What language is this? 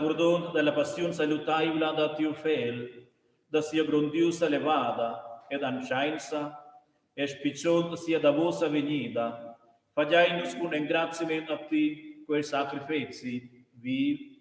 Romansh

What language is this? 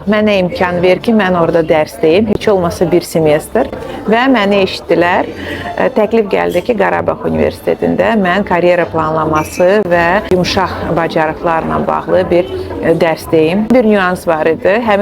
Azerbaijani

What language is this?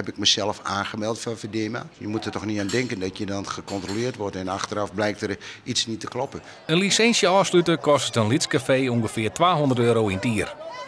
Western Frisian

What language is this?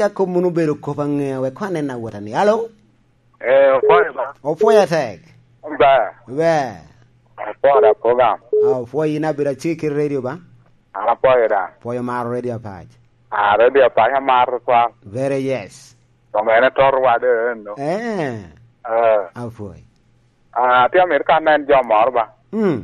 Lango (Uganda)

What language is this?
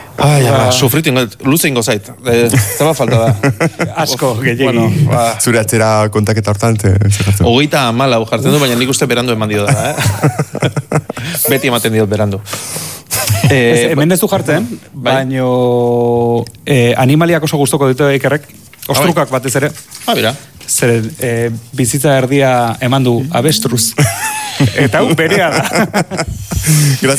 Basque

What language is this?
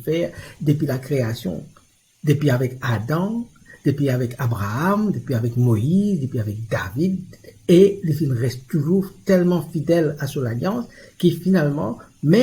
Morisyen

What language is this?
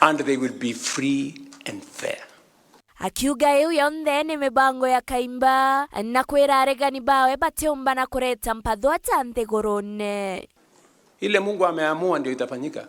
Meru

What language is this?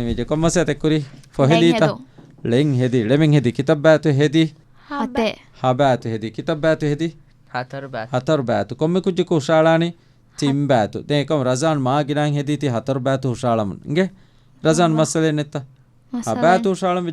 Divehi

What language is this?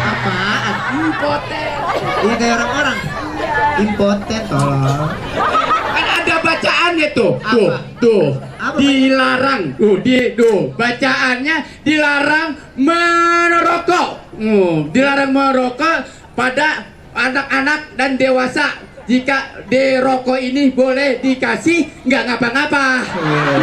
Betawi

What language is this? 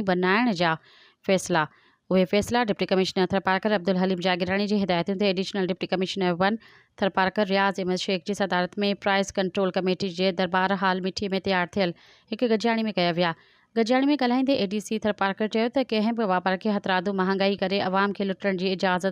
Sindhi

